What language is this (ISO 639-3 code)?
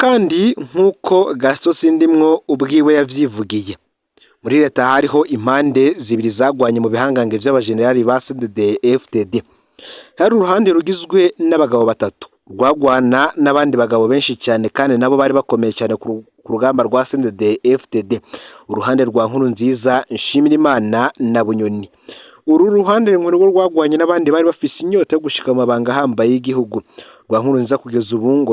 run